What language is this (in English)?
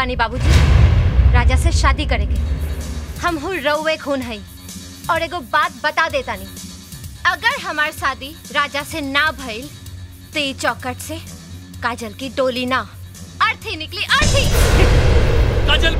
Bhojpuri